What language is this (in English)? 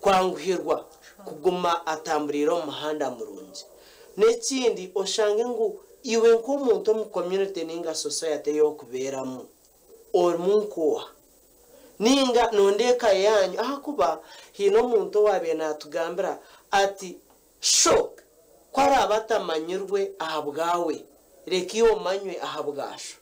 Nyankole